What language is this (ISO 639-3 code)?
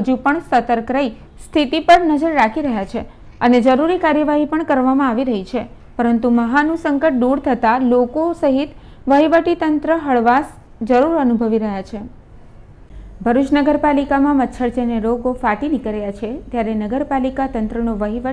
guj